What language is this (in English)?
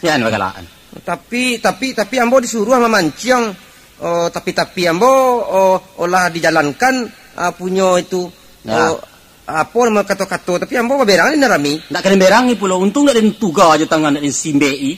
Minangkabau